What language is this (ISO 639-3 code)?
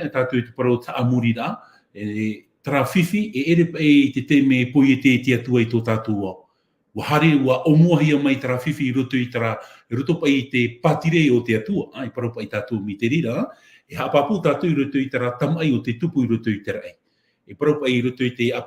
tah